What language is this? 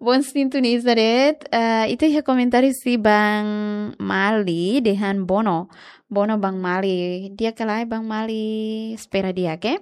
Tetum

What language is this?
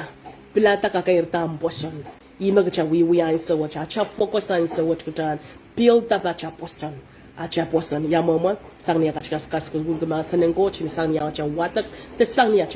Pohnpeian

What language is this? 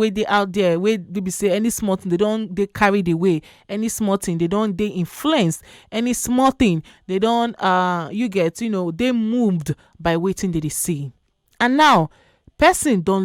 Nigerian Pidgin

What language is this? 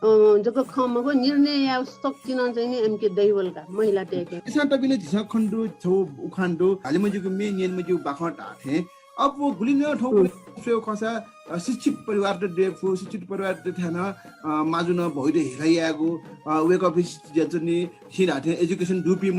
Newari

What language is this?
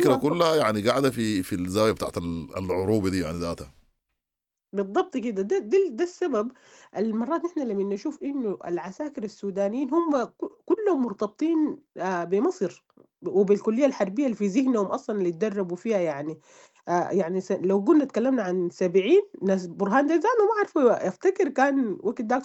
Sudanese Arabic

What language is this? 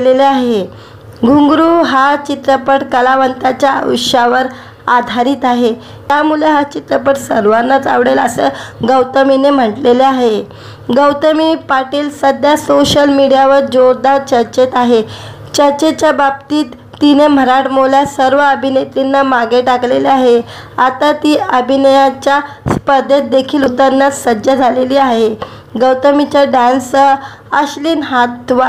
Marathi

